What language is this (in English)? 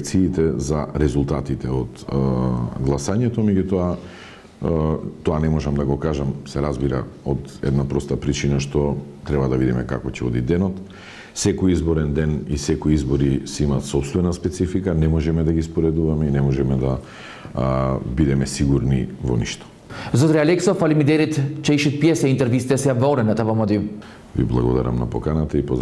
Macedonian